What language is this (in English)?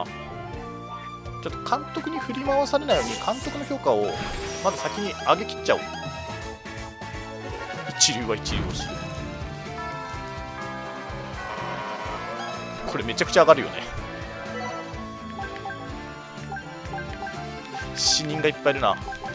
Japanese